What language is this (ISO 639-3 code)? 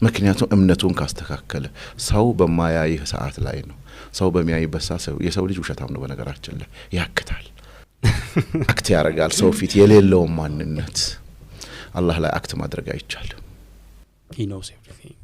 amh